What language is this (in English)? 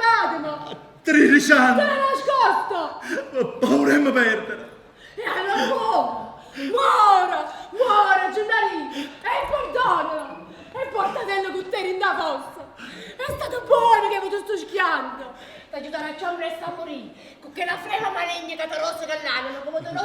Neapolitan